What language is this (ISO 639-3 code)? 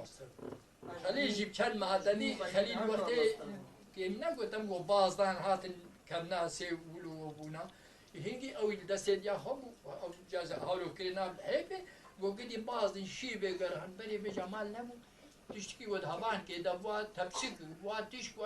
kur